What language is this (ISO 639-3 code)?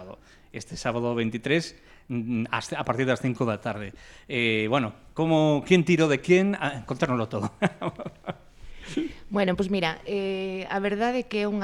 glg